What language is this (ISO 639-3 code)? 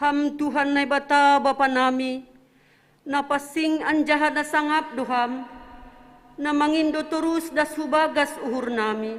bts